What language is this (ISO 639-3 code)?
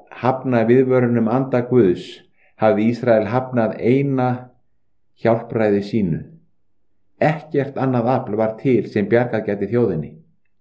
isl